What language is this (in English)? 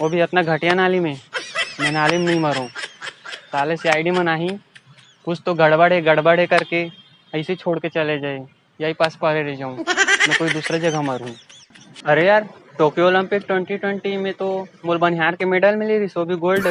Chhattisgarhi